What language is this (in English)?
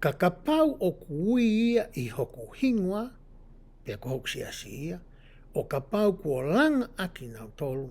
Tongan